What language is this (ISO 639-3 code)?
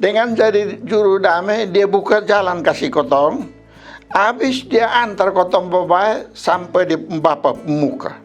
mkn